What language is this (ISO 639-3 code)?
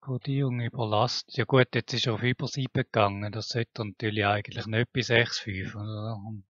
gsw